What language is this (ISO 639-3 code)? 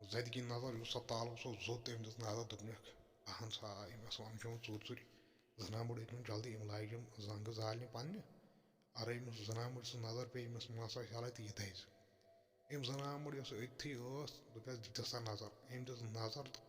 kas